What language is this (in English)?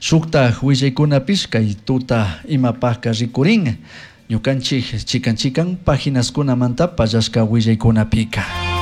Chimborazo Highland Quichua